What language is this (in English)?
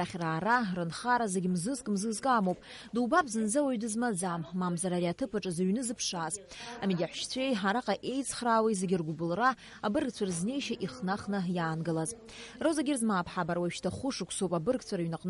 Abkhazian